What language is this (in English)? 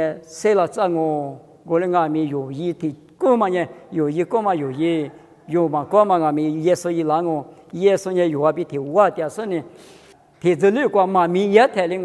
Lisu